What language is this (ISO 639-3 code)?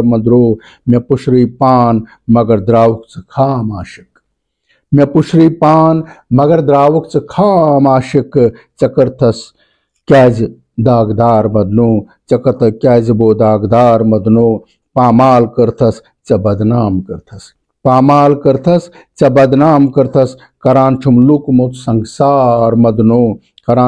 kas